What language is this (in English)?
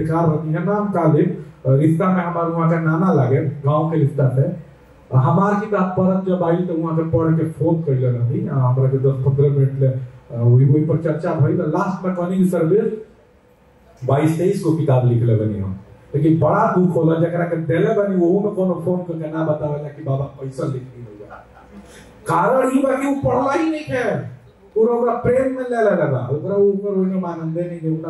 Bhojpuri